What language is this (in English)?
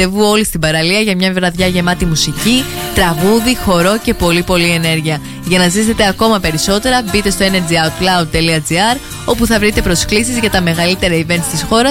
Greek